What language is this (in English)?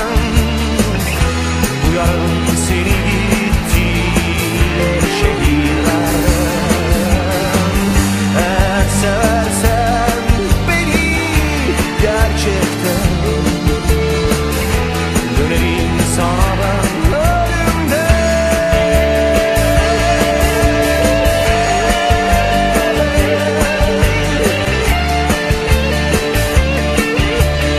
Turkish